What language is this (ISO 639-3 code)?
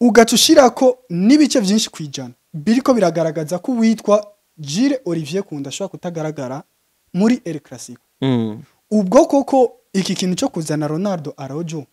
run